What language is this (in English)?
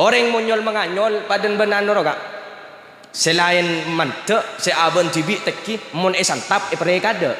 Madurese